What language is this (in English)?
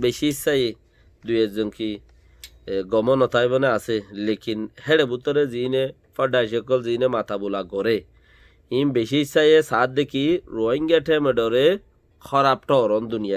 Rohingya